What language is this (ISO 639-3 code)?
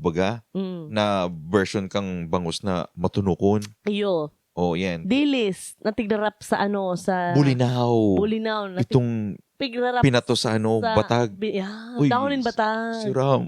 bik